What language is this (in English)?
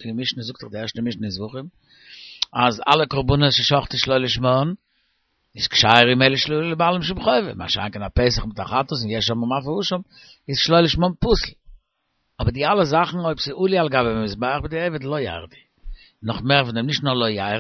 Yiddish